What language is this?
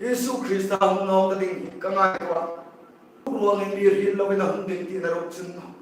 Hmar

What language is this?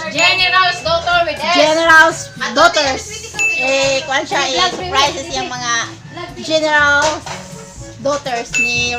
Cebuano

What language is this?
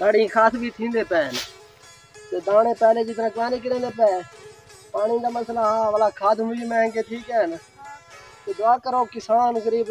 Saraiki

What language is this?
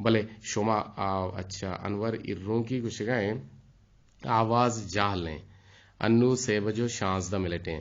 Eastern Balochi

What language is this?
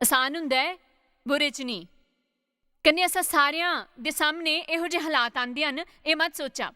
Dogri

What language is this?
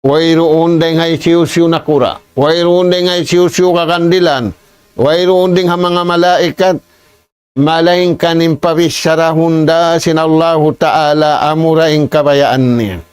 Tausug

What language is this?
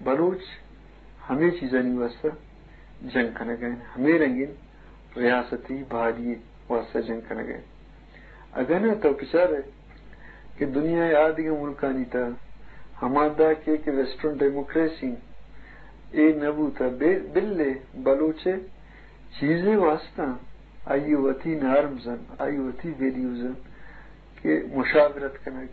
Eastern Balochi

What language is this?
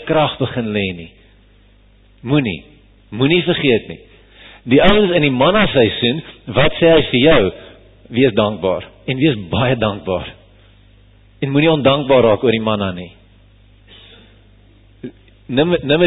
Afrikaans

